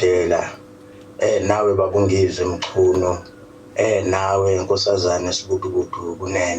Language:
Zulu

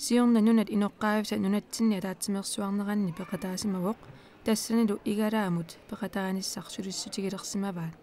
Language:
Kalaallisut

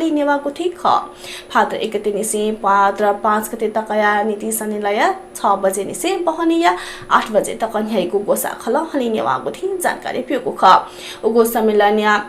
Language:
Newari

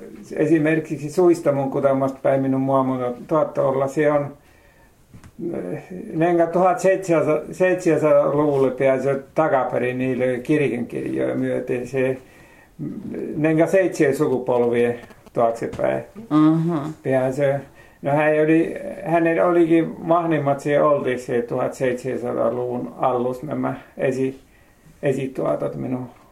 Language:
Finnish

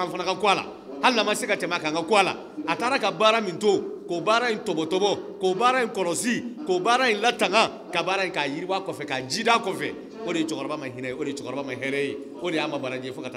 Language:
Bambara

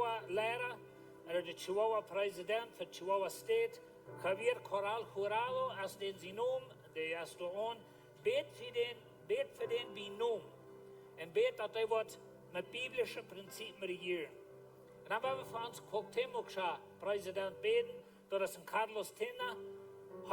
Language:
Plautdietsch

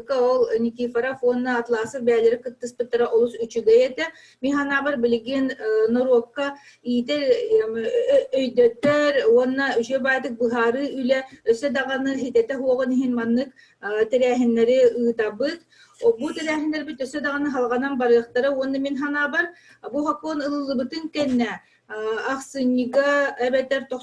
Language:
Yakut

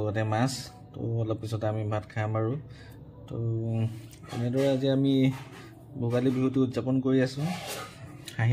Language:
Assamese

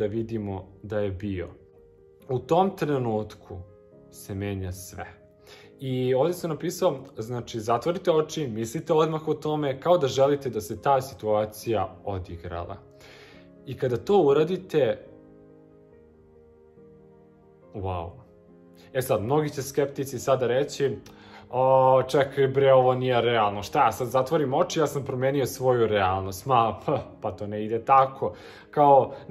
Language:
Serbian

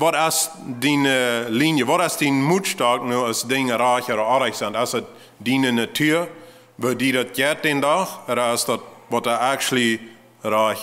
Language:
Plautdietsch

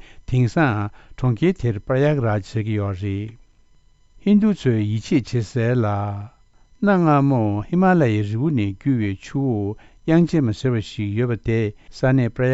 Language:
Tibetan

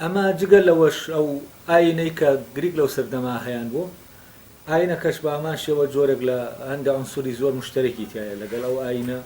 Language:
Central Kurdish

